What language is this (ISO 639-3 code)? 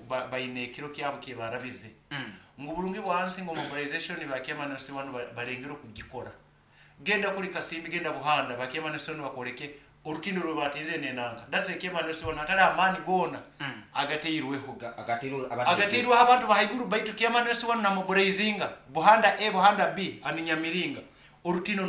nyn